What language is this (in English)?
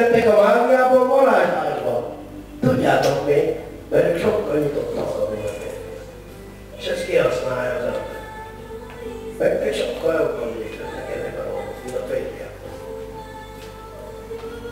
Hungarian